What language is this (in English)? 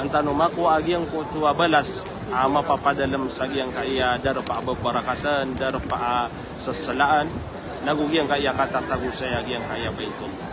Maranao